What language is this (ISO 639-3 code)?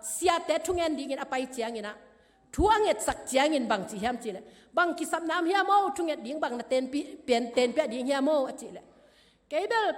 ctd